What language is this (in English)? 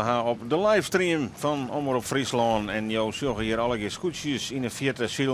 Western Frisian